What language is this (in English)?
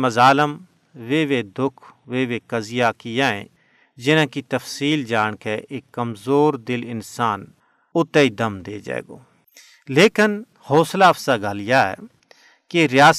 Gujari